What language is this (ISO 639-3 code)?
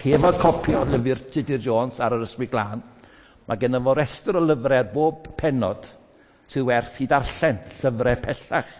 cym